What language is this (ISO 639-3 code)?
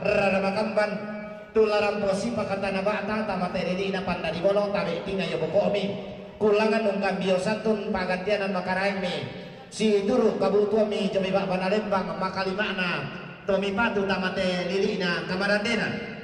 sda